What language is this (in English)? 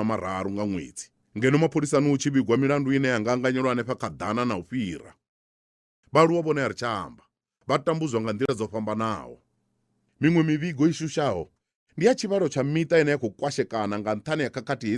Venda